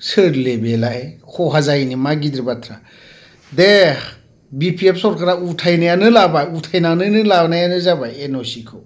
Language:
Bodo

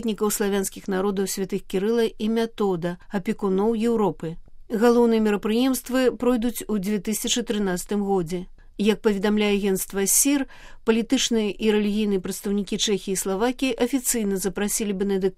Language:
Belarusian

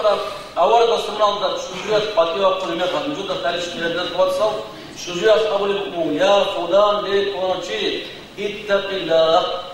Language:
Avaric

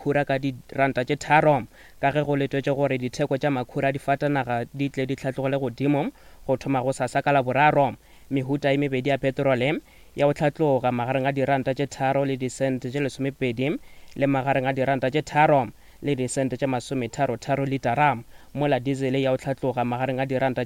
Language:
Northern Sotho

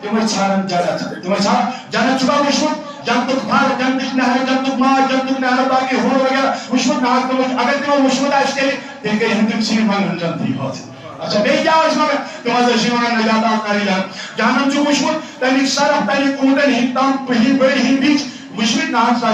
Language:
Kashmiri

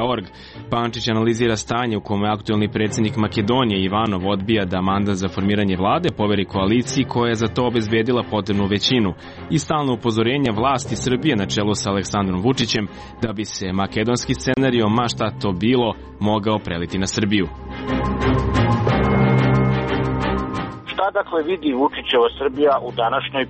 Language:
Serbian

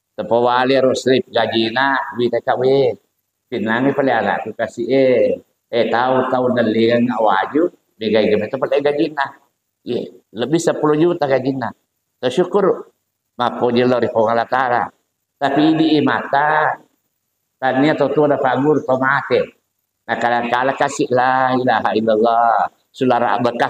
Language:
Buginese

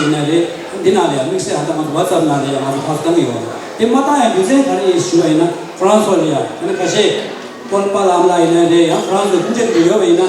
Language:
Tibetan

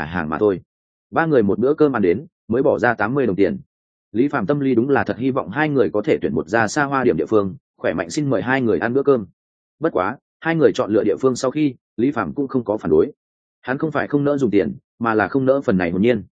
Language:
Vietnamese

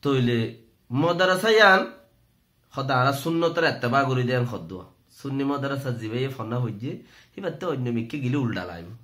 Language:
Rohingya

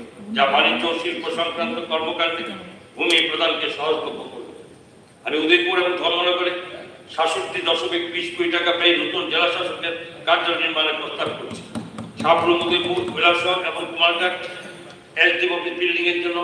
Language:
Bangla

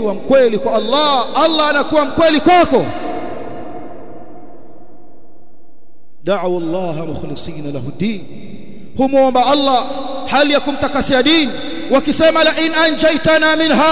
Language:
Swahili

